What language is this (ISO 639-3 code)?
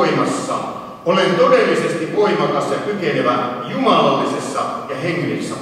fin